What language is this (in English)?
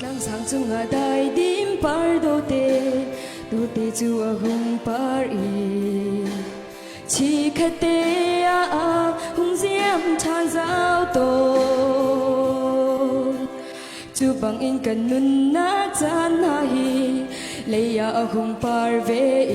Hakha Chin